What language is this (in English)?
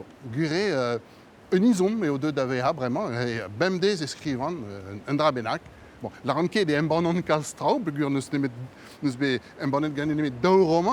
Breton